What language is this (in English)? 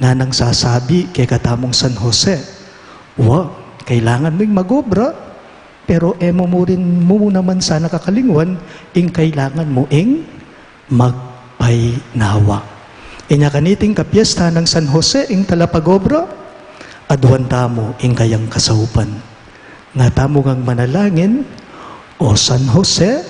Pampanga